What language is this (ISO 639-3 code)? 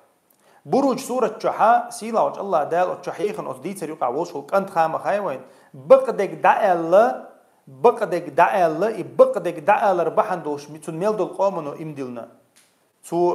che